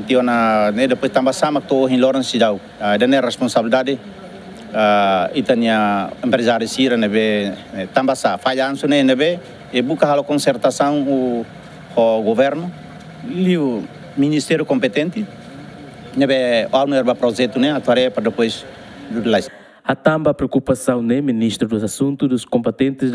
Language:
Tetum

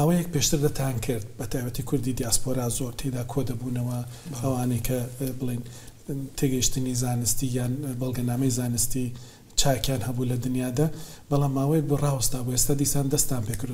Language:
Central Kurdish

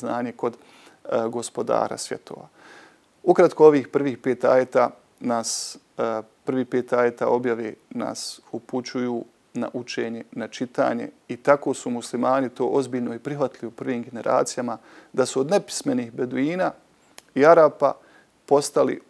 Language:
Bosnian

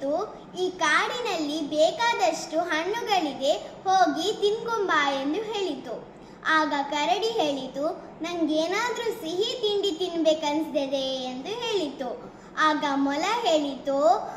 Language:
Kannada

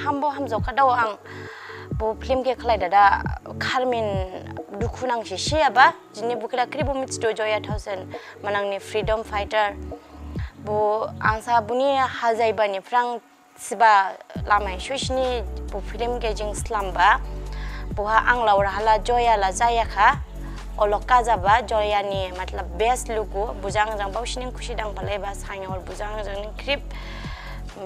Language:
Dimasa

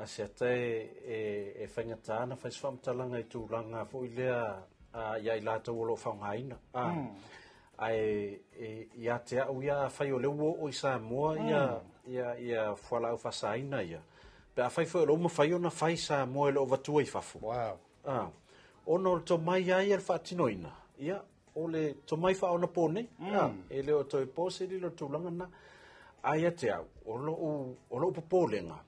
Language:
Samoan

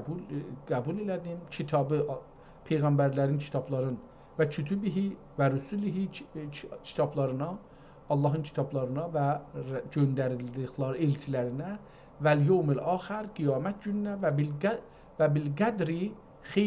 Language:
South Azerbaijani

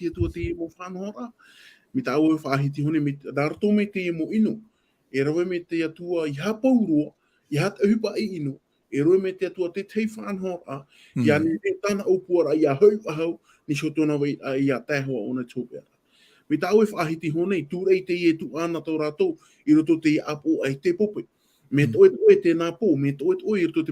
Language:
Tahitian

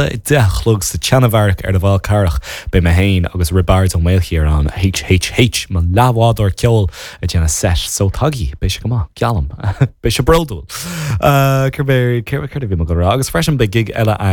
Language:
Irish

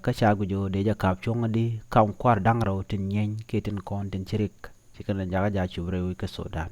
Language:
Nuer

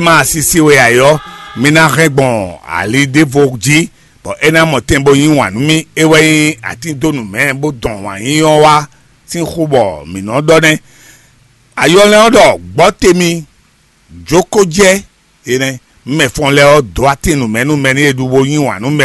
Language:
Fon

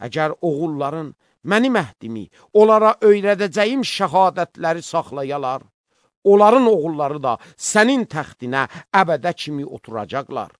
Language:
Azerbaijani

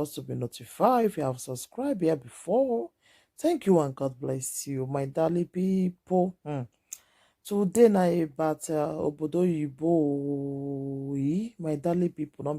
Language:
Nigerian Pidgin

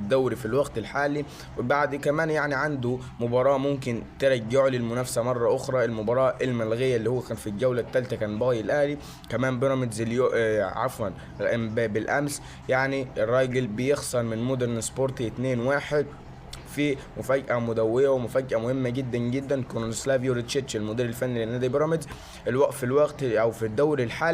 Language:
Egyptian Arabic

